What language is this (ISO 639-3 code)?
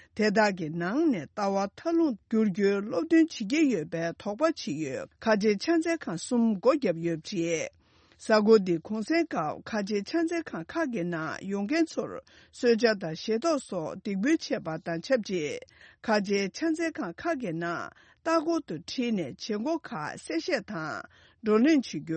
bod